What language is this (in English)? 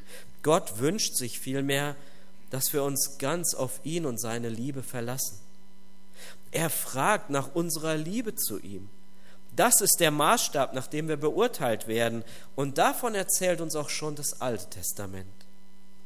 German